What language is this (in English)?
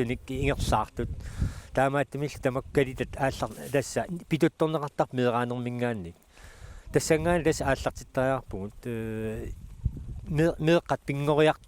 Kalaallisut